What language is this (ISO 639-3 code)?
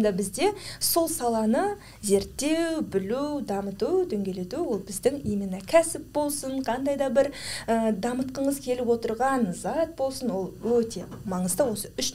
kaz